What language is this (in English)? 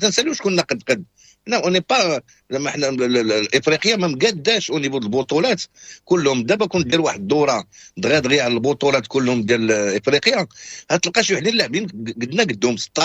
Moroccan Arabic